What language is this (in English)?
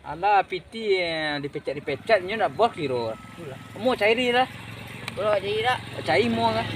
Minangkabau